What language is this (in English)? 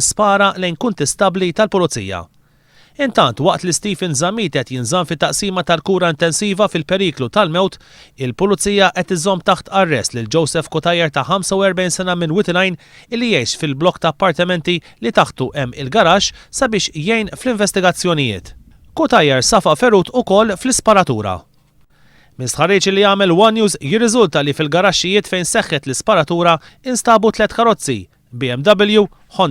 Maltese